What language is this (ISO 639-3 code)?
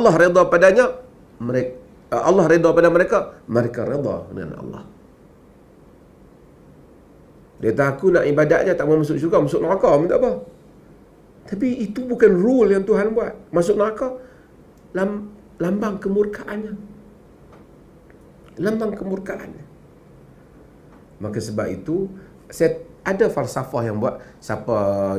msa